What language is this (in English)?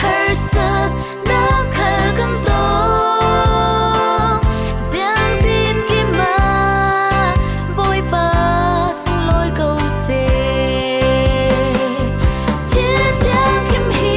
Falam Chin